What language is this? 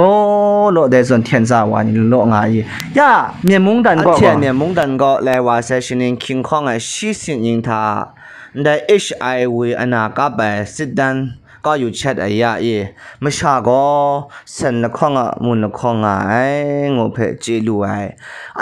Kachin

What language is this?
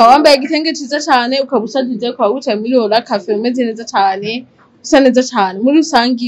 Rundi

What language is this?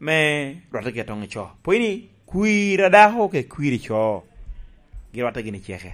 Lango (Uganda)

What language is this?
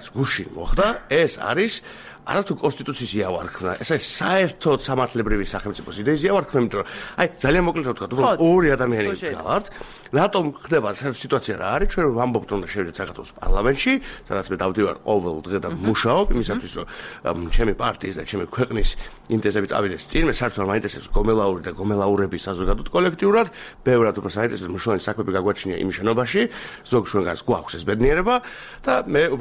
Georgian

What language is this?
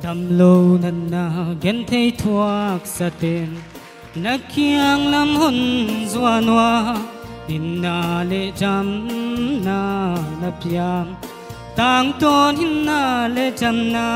Tedim Chin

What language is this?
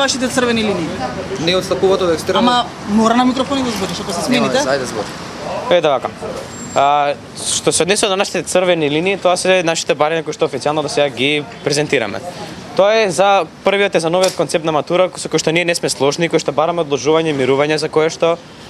Macedonian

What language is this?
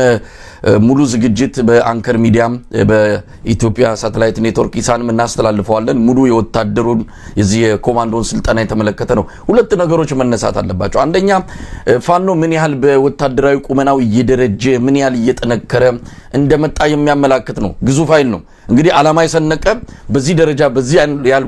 Amharic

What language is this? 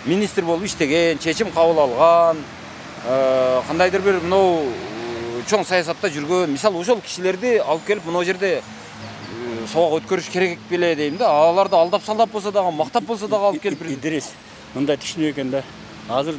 Kyrgyz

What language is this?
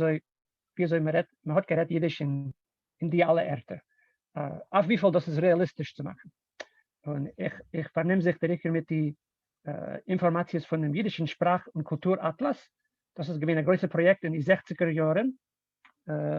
Yiddish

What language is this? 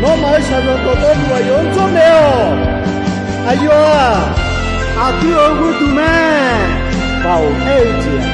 Akha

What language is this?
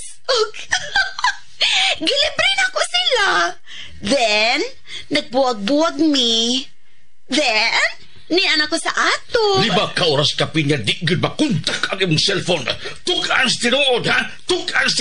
Cebuano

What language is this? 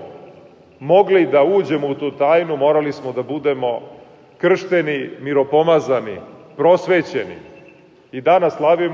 Serbian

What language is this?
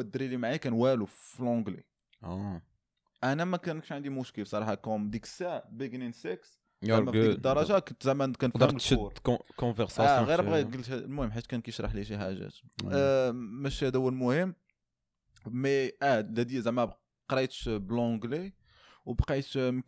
Moroccan Arabic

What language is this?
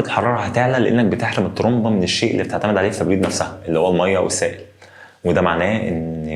Egyptian Arabic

